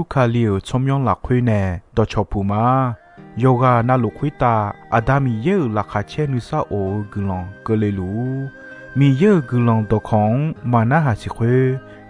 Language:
Akha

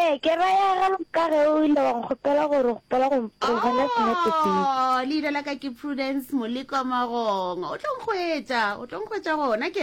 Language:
Northern Sotho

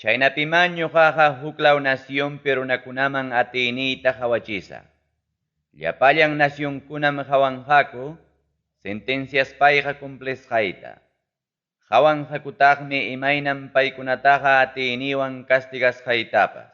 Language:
Ayacucho Quechua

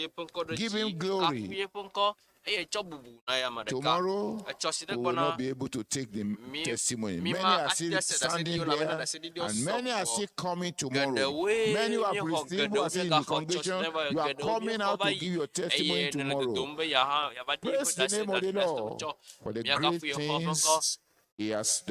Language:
Ewe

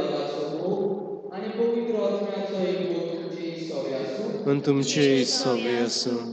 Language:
Konkani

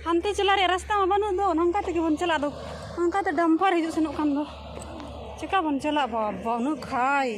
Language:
Santali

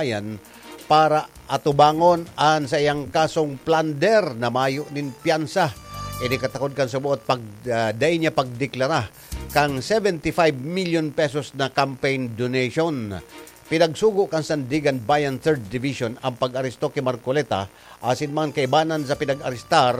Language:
Bikol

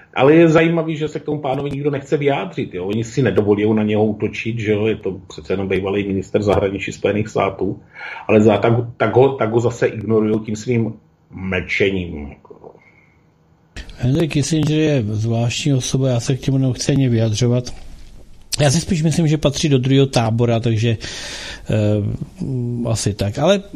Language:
Czech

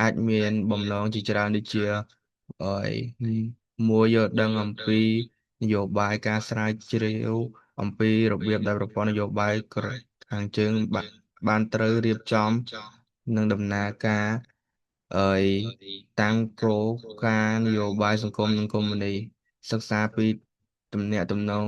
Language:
Khmer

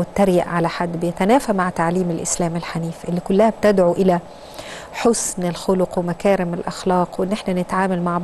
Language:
Egyptian Arabic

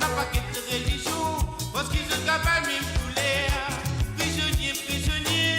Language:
Morisyen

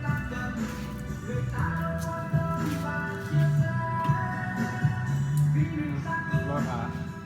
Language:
Lao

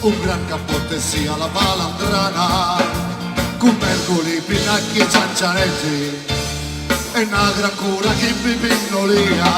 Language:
Sicilian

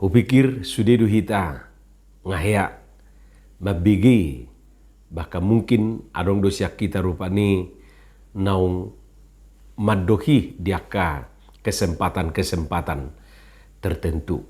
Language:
Batak Toba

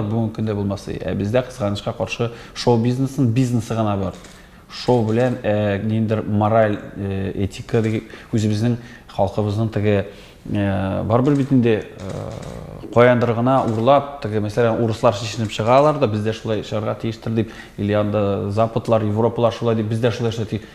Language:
Tatar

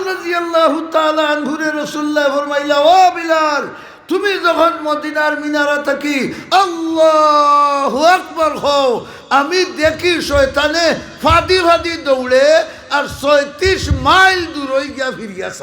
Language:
Sylheti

